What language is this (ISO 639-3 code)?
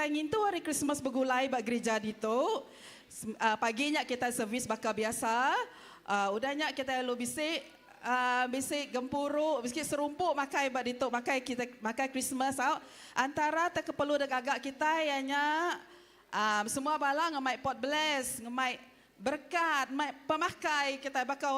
iba